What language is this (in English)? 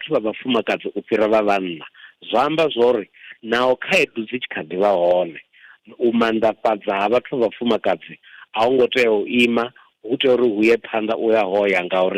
Venda